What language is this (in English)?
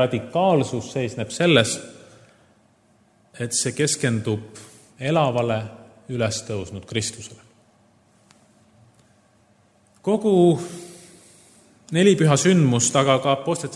Estonian